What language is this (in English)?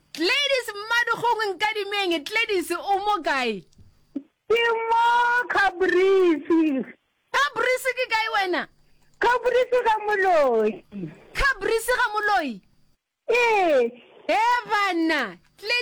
Northern Sotho